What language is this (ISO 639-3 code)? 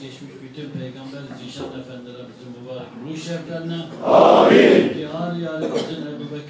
tur